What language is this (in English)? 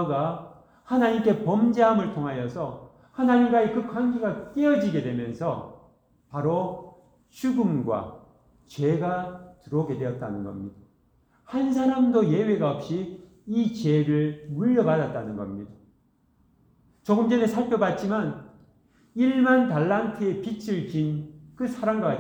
Korean